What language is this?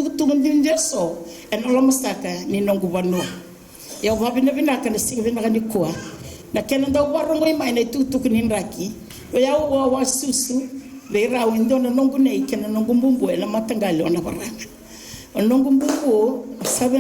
Fijian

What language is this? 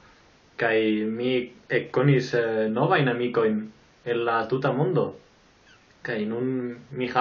Esperanto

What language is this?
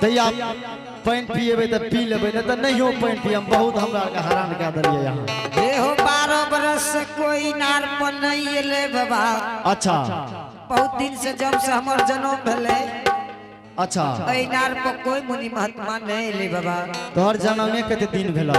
Angika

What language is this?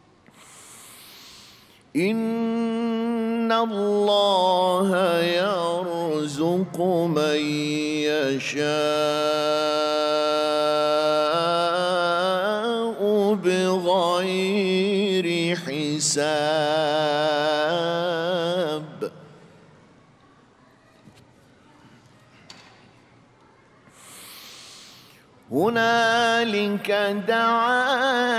Arabic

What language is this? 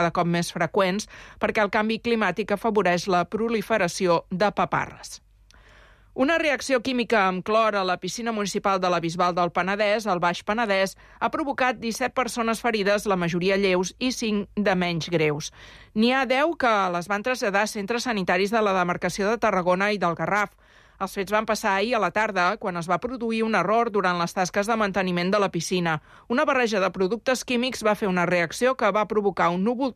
Catalan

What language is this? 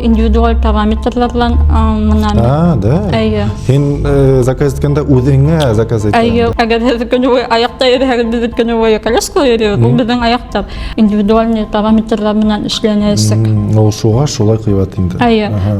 Bashkir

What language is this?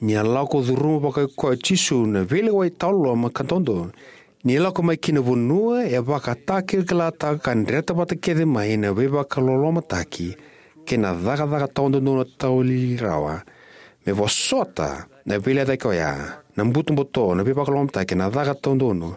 Fijian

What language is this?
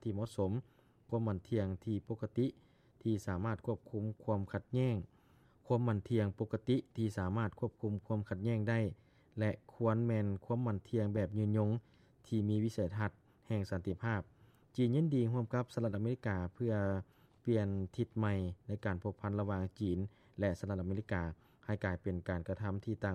Lao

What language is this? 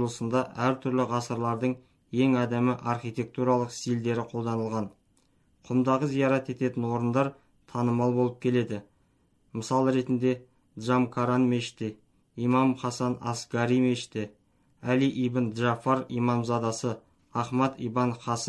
Kazakh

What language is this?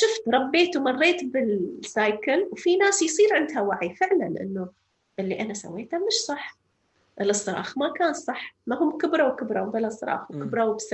North Levantine Arabic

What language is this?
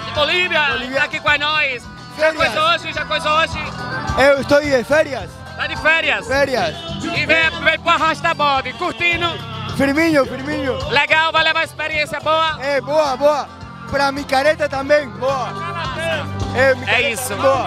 Portuguese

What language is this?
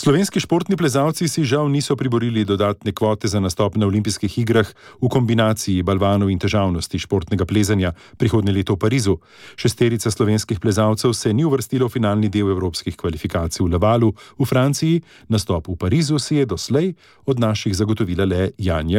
Slovenian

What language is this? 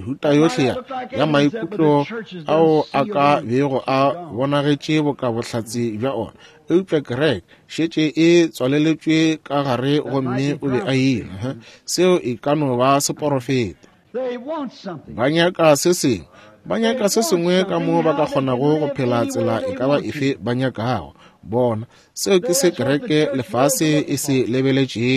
Northern Sotho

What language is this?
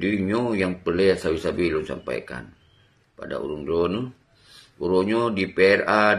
Achinese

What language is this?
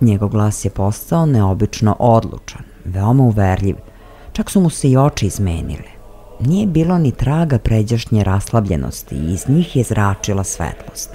Serbian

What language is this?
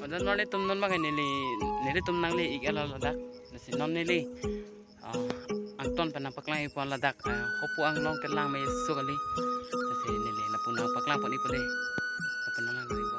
Karbi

